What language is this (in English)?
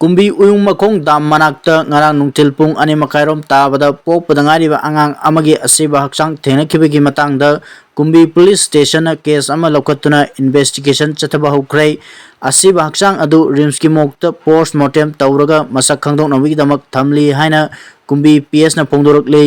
Manipuri